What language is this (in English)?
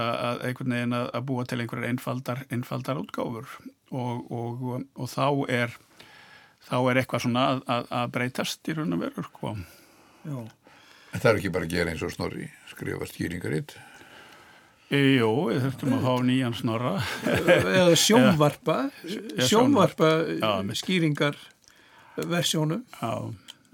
Icelandic